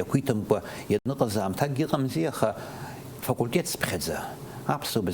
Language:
Abkhazian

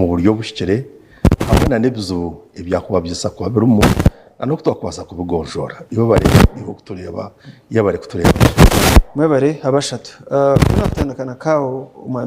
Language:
Nyankole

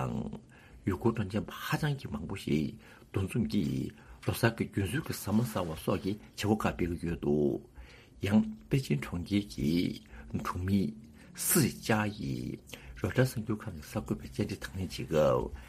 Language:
Tibetan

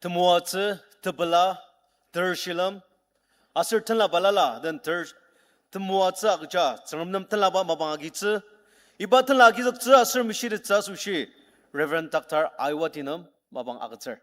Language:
Ao Naga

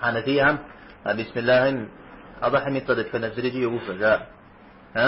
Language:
Kabardian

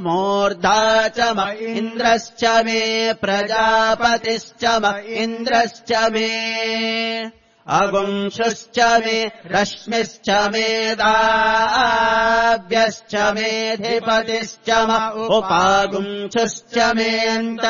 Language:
Sanskrit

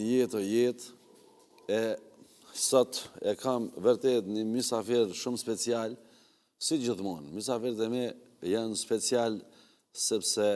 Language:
Albanian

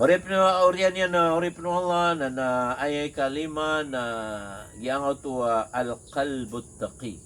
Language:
Maranao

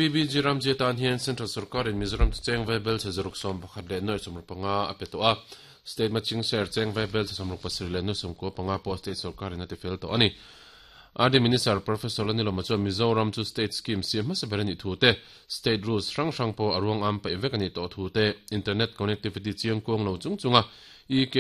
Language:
Mizo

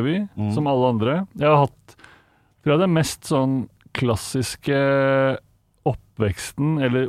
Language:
Norwegian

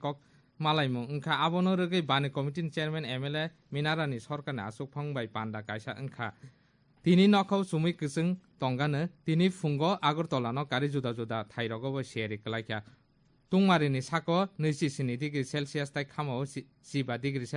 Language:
Kok Borok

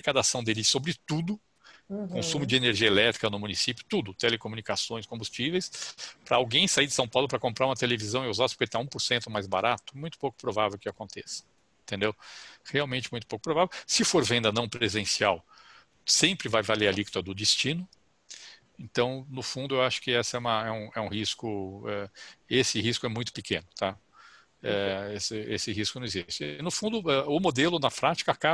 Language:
Portuguese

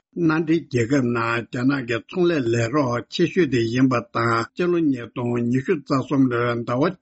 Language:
Tibetan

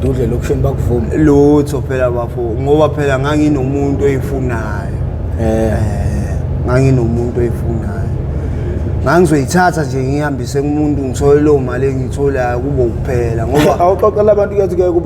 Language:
Zulu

